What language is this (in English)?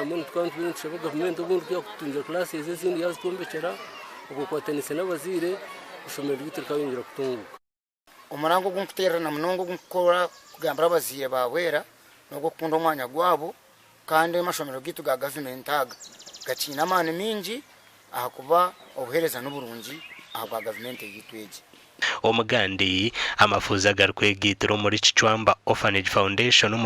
Nyankole